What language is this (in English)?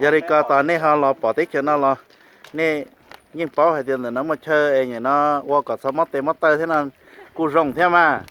Hmong